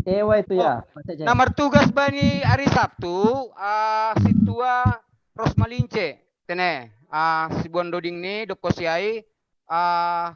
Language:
Batak Simalungun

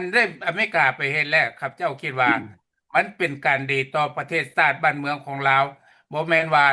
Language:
Lao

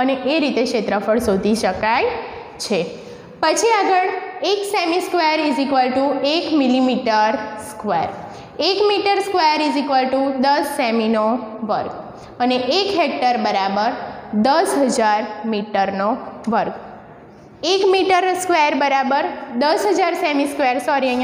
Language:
Gujarati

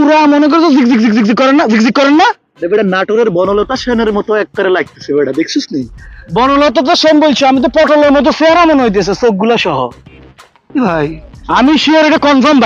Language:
Sylheti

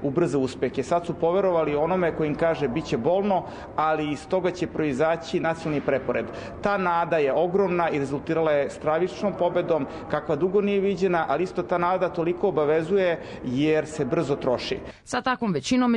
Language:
Serbian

